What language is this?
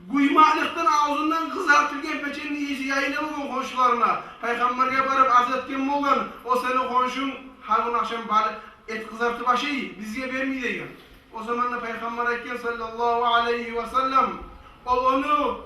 Kumyk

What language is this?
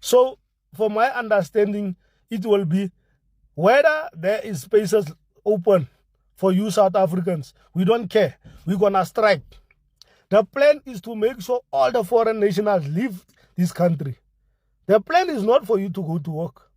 English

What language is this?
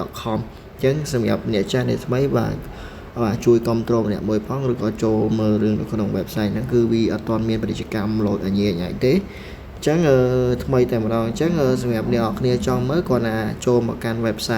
Khmer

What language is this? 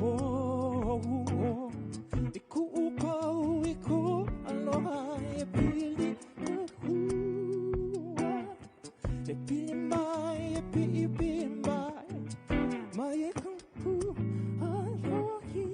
Hawaiian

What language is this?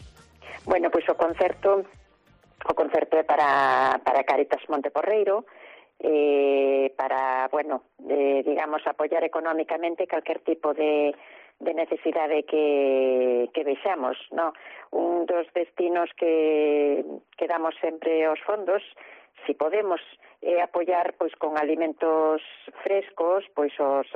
Galician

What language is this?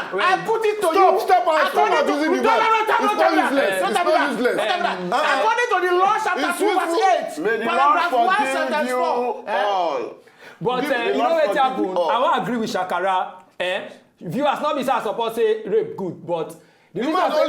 Nigerian Pidgin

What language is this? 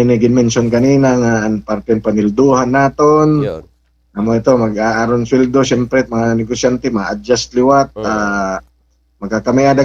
Waray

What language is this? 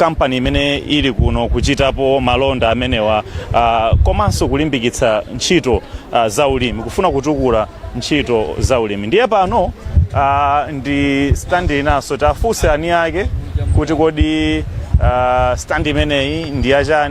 Nyanja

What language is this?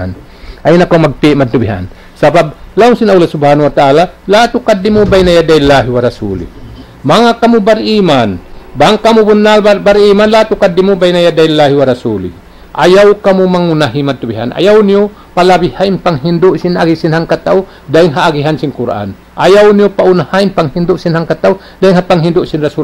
Tausug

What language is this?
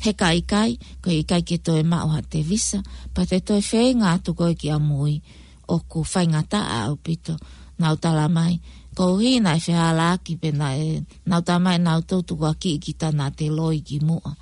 Tongan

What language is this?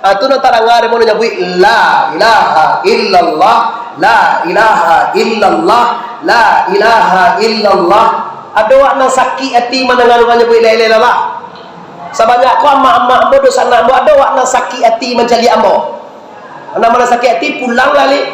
Minangkabau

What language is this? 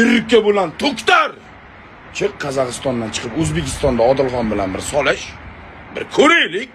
Uzbek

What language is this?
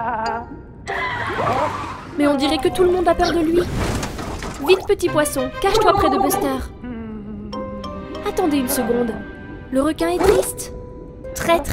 French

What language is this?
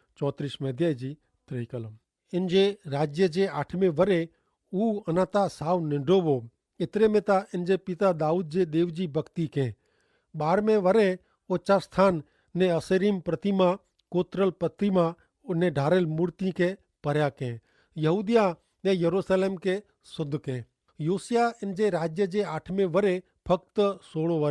Kachhi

